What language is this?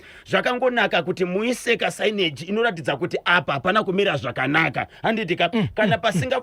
Shona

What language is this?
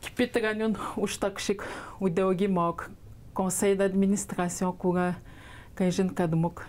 Atikamekw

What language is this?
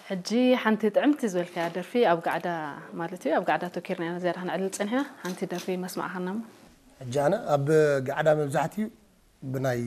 Tigrinya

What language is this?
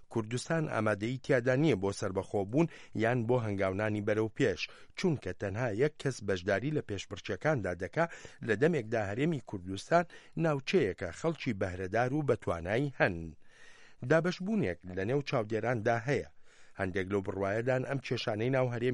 Central Kurdish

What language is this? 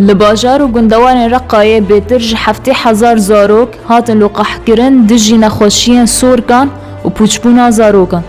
Kurdish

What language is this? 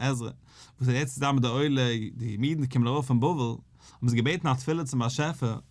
Yiddish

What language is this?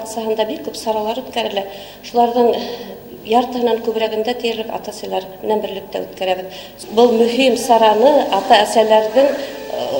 Bashkir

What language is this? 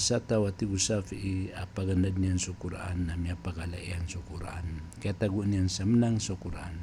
Maranao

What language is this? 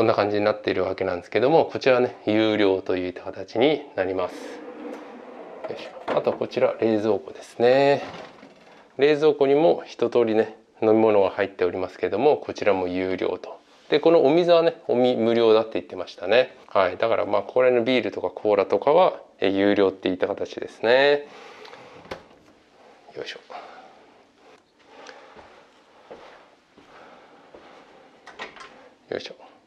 Japanese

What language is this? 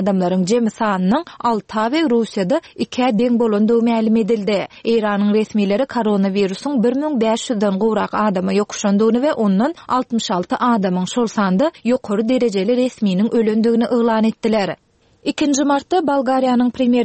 Turkmen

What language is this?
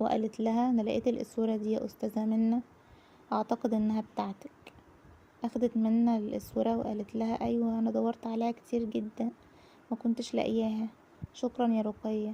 Egyptian Arabic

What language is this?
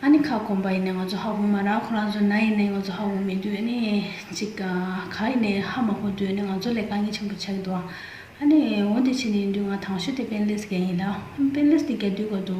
Tibetan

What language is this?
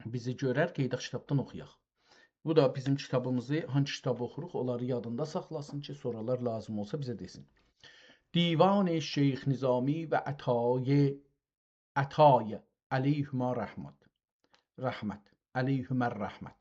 South Azerbaijani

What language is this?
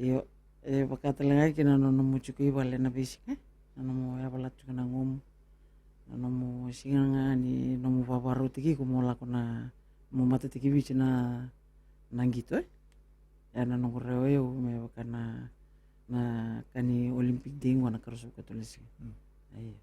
Fijian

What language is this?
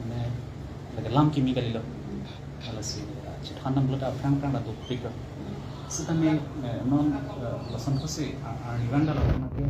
Karbi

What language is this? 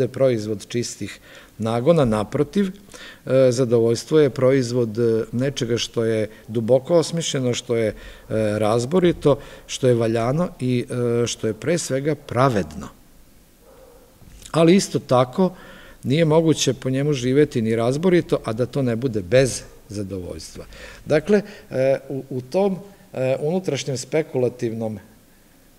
Serbian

